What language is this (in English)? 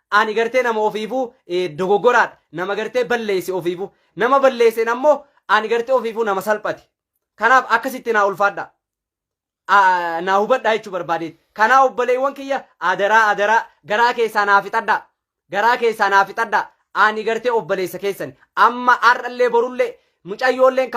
Oromo